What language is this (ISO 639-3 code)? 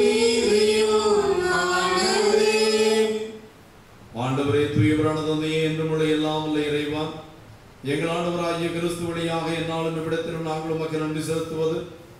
tam